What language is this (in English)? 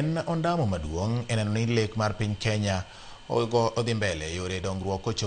Luo (Kenya and Tanzania)